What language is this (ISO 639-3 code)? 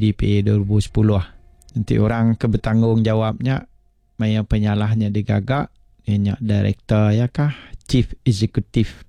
iba